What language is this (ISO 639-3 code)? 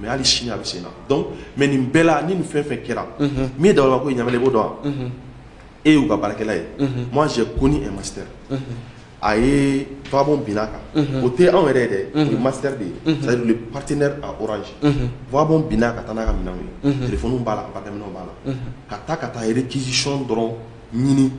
bam